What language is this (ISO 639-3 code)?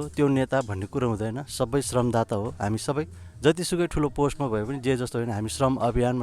nep